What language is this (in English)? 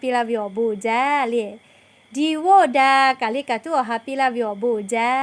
Lahu